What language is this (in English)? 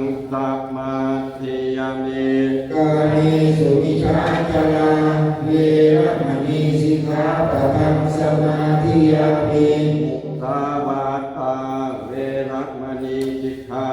Pali